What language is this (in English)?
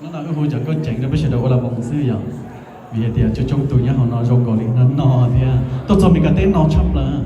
Hmong